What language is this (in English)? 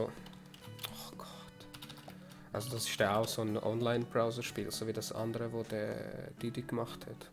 Swiss German